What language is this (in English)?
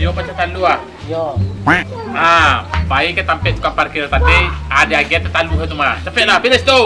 Minangkabau